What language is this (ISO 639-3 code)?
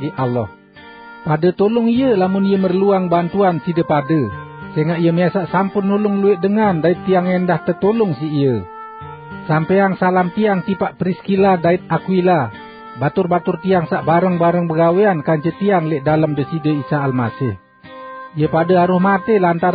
sas